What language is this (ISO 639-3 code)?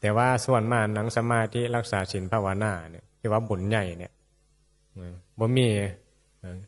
tts